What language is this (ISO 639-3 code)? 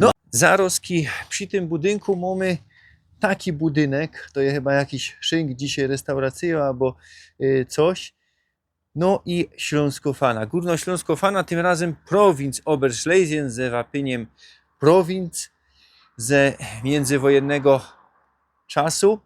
szl